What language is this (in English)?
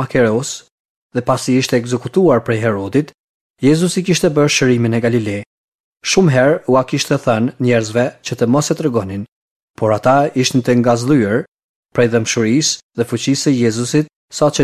Albanian